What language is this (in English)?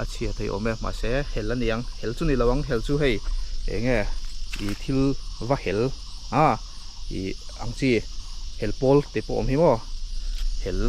Mizo